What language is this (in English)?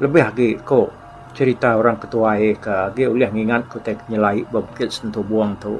Iban